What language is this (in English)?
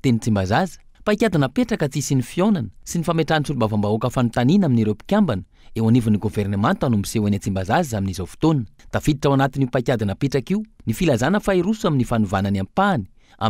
Malagasy